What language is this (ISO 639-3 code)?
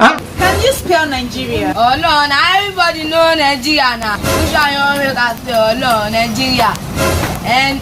pcm